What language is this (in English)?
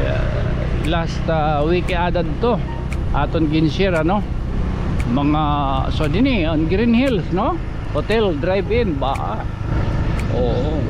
Waray